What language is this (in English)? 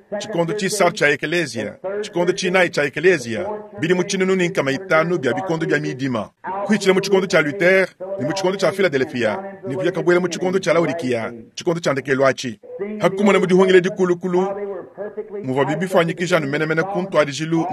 Luba-Lulua